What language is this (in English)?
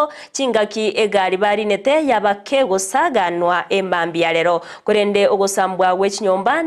Gusii